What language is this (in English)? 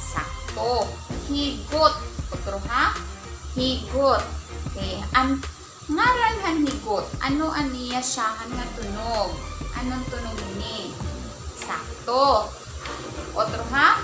Waray